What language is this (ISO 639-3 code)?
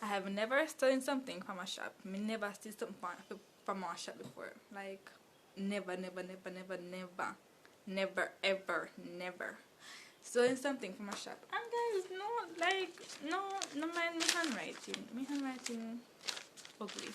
jam